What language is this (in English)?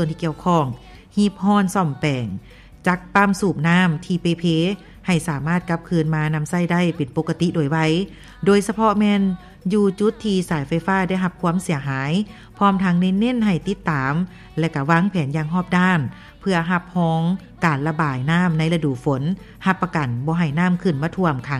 Lao